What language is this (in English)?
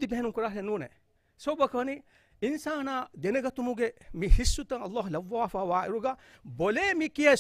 Divehi